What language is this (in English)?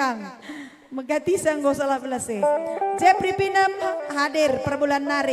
Batak Karo